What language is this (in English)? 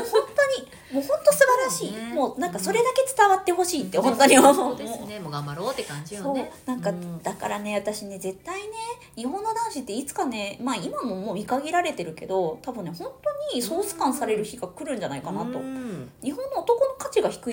Japanese